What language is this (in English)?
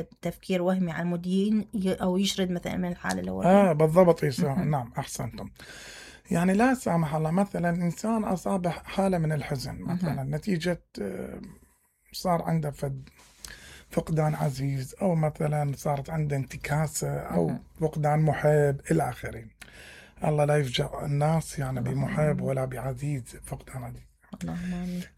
Mesopotamian Arabic